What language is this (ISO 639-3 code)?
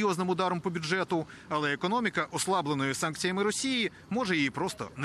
ukr